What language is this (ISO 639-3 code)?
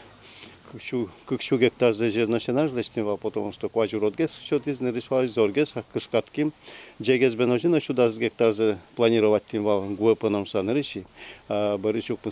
udm